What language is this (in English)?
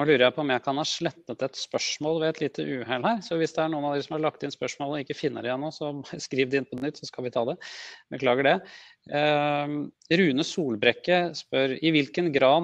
Norwegian